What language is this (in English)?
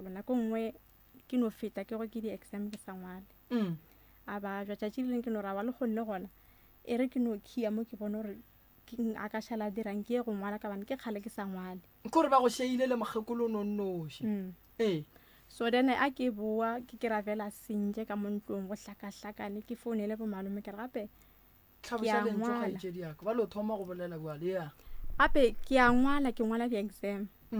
Northern Sotho